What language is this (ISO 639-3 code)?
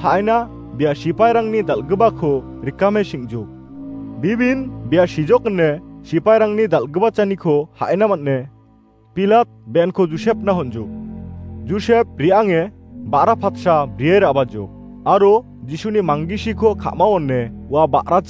grt